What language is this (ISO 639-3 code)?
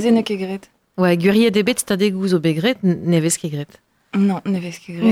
bre